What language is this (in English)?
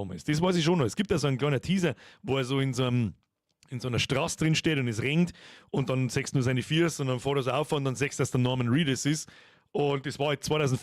Bavarian